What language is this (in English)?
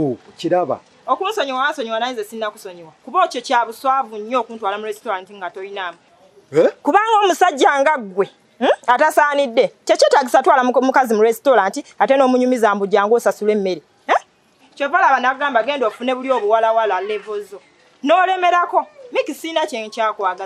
Ganda